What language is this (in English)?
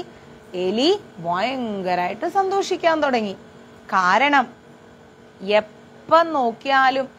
Malayalam